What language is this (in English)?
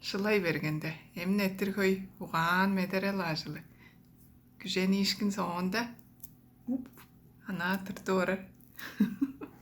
Tuvinian